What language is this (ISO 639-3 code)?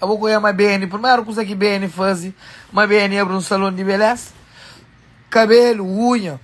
kea